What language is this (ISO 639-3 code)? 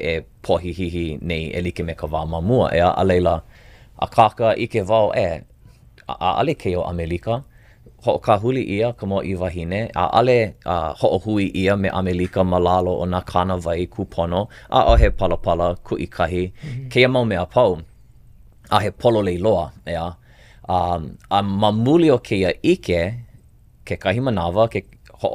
haw